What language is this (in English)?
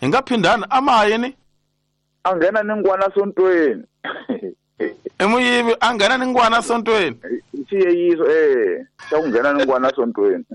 Tsonga